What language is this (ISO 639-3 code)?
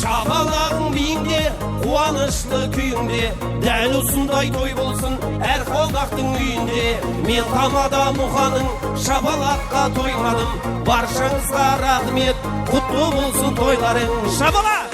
kaa